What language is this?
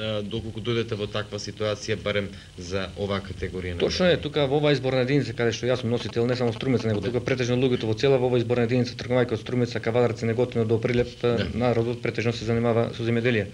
Macedonian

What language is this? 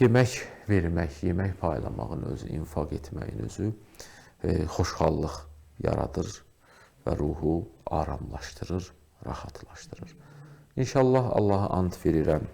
Azerbaijani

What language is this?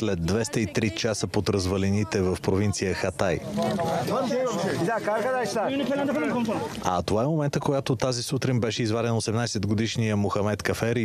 Bulgarian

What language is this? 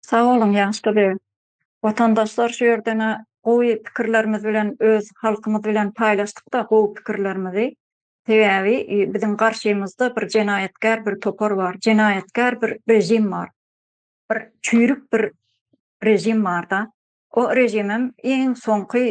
Turkmen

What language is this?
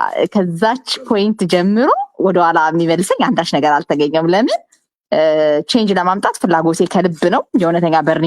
Amharic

